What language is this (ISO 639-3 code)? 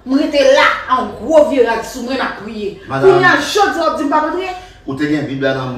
hat